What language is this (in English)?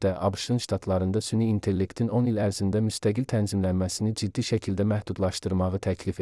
Azerbaijani